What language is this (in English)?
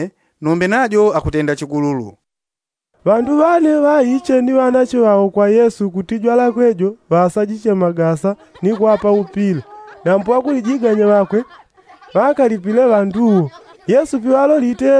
Yao